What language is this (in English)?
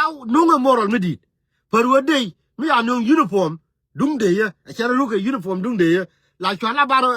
Nuer